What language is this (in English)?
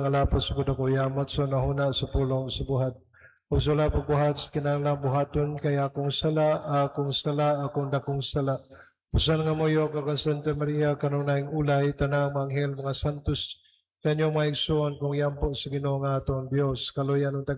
Cebuano